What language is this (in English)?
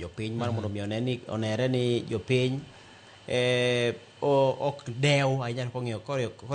Luo (Kenya and Tanzania)